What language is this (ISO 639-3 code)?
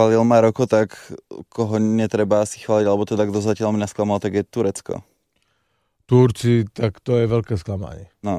slk